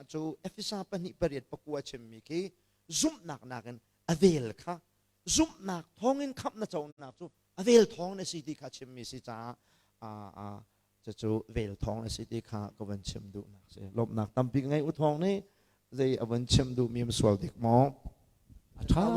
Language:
Hakha Chin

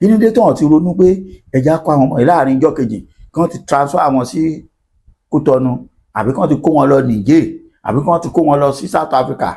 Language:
Yoruba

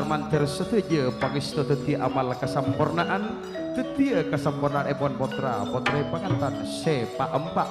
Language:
Madurese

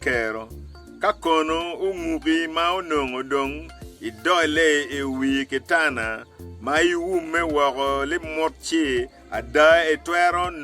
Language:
Acoli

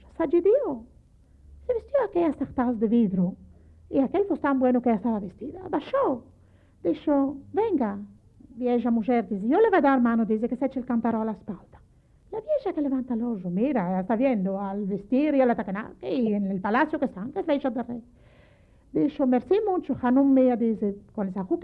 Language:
Ladino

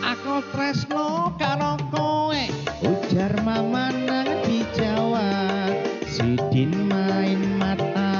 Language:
Banjar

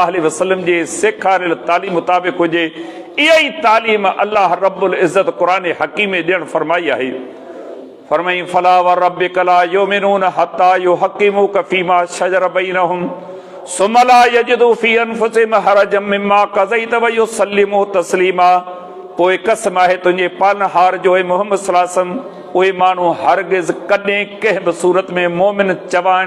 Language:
Sindhi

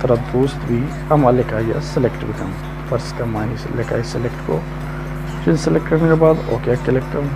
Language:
Baluchi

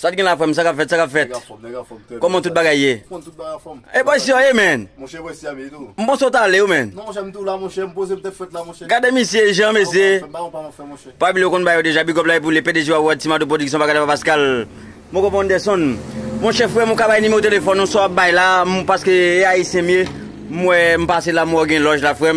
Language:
Haitian Creole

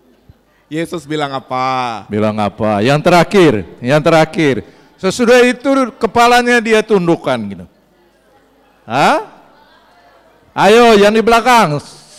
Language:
Indonesian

